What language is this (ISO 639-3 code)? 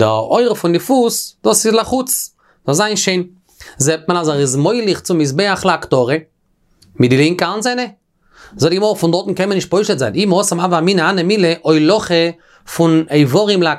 yid